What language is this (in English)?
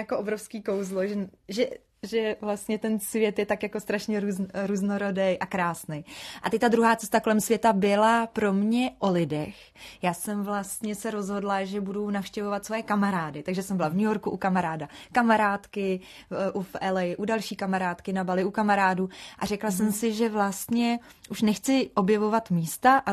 Czech